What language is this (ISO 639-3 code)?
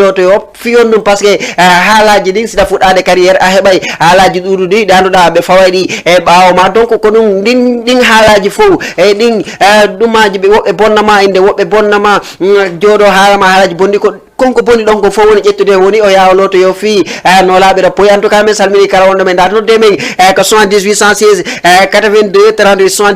ful